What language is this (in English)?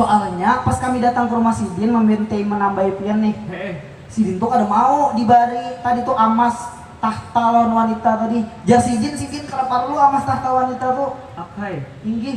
Banjar